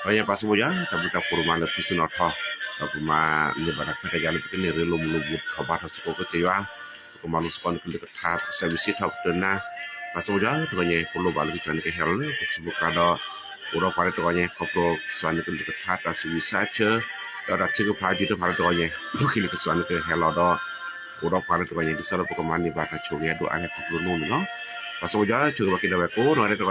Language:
S'gaw Karen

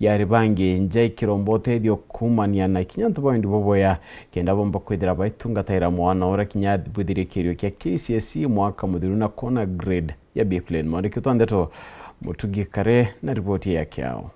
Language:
Meru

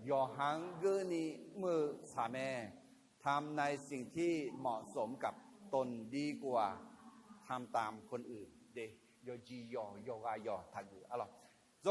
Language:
Akha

